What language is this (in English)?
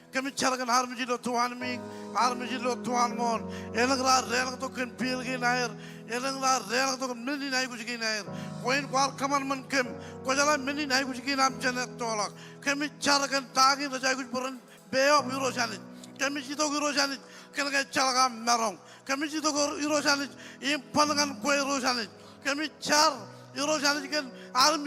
Marshallese